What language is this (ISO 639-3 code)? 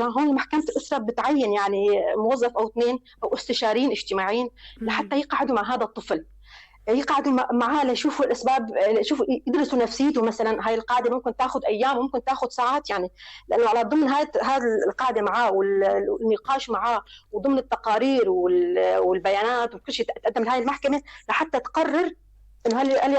apc